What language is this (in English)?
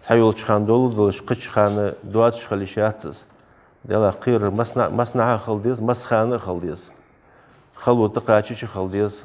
Ingush